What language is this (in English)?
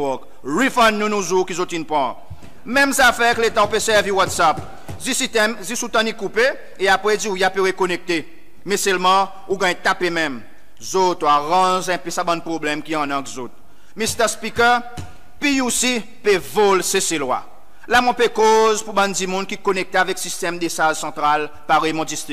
Seselwa Creole French